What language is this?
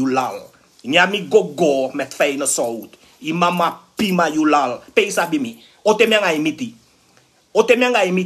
Sranan Tongo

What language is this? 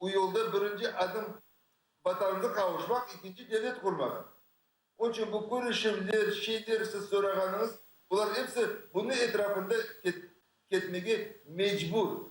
Crimean Tatar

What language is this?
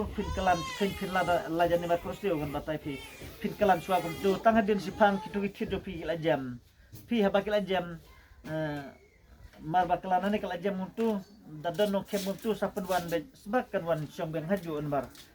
Khasi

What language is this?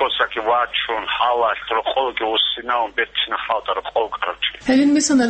Avaric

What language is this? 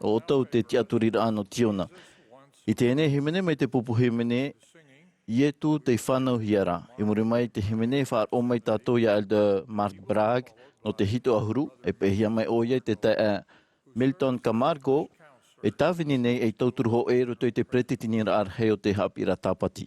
Tahitian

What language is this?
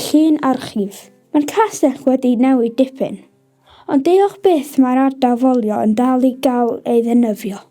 Welsh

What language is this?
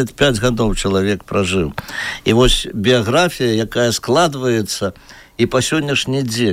Belarusian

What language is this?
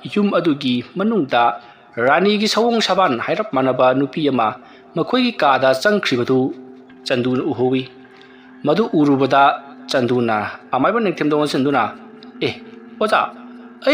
Manipuri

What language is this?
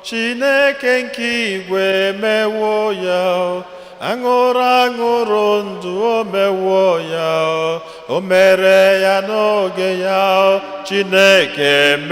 Igbo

